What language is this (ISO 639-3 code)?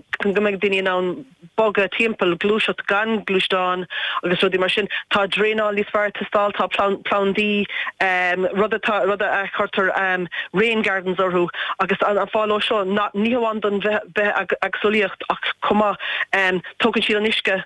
gle